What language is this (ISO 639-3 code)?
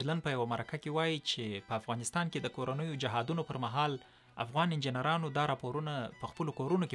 pus